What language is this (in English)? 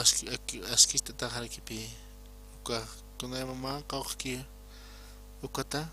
Aymara